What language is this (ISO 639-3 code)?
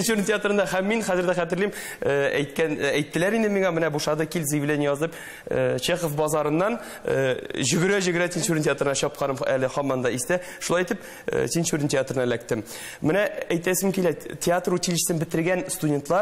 tat